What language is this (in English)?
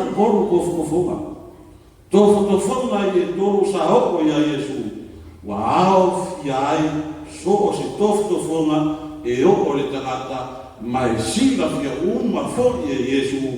Samoan